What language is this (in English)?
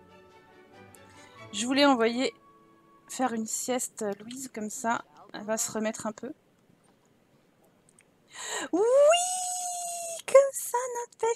French